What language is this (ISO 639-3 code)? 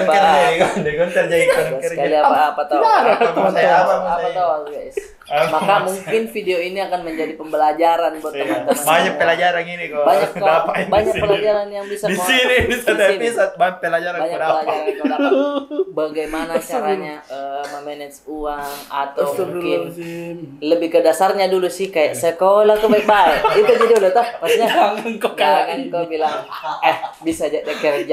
mfp